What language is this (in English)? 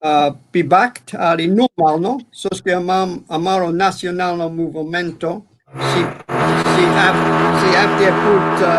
Balkan Romani